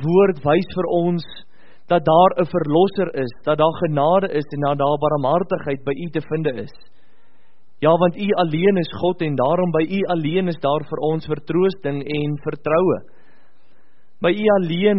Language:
Afrikaans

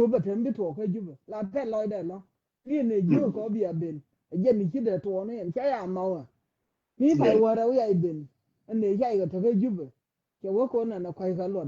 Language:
Nuer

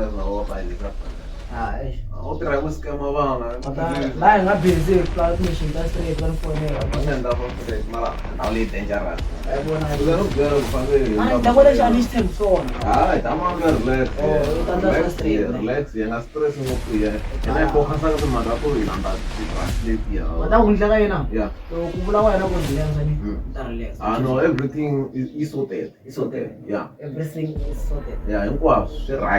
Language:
Tsonga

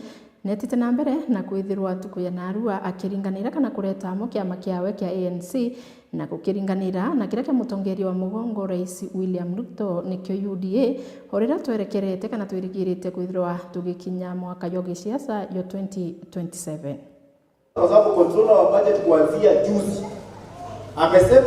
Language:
Meru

